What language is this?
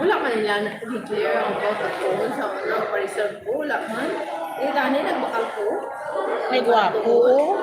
Hiligaynon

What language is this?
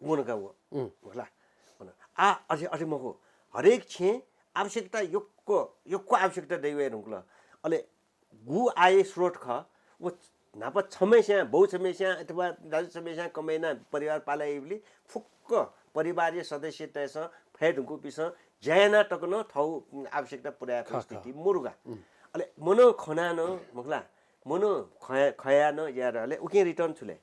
Newari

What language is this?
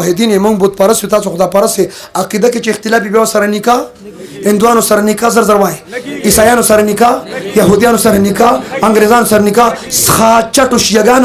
Pashto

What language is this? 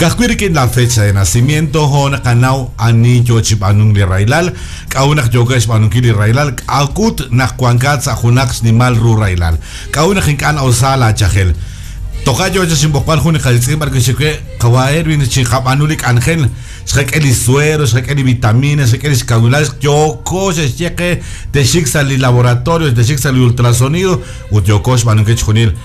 Kekchí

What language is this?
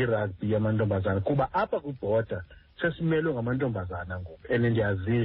Xhosa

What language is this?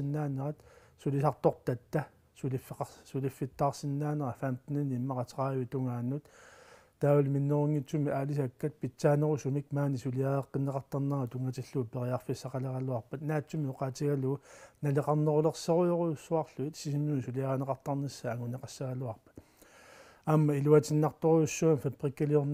Kalaallisut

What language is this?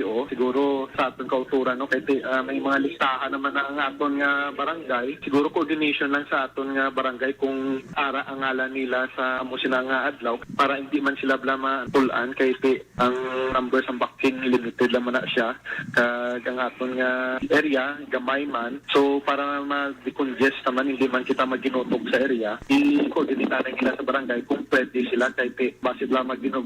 Hiligaynon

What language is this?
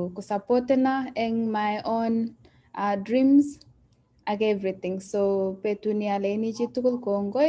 Kalenjin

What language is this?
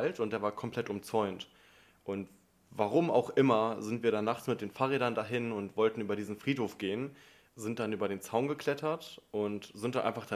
German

